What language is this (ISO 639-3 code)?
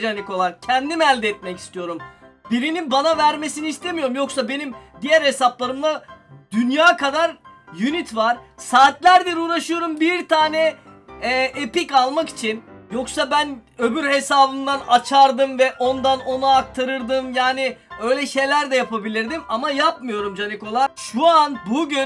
tur